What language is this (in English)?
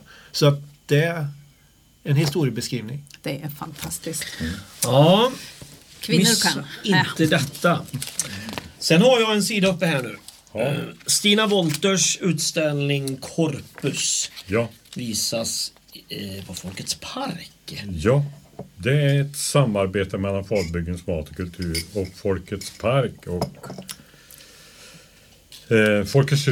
Swedish